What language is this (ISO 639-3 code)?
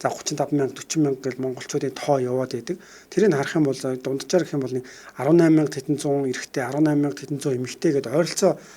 mon